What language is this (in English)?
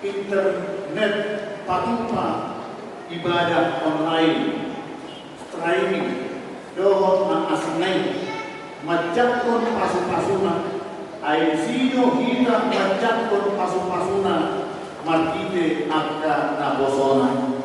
Batak Toba